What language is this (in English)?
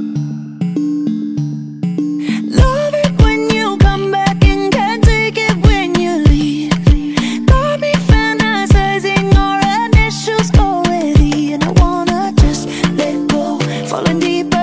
English